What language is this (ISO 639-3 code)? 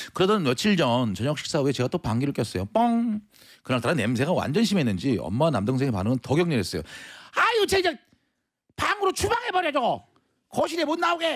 kor